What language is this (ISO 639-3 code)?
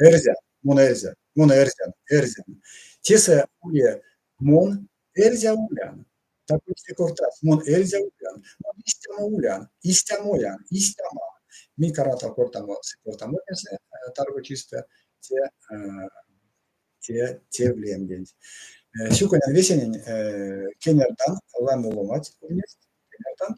myv